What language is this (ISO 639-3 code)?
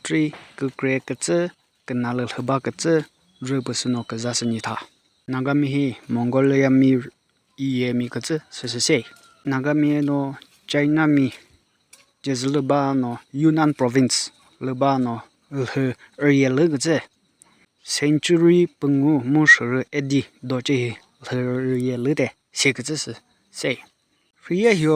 nri